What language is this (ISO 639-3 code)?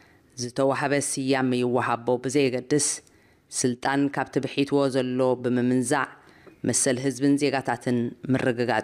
tir